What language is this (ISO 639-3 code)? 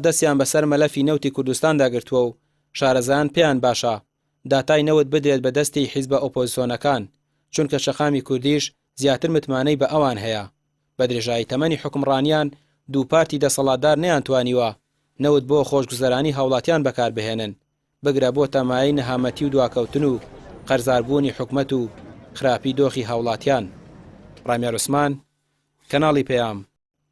ckb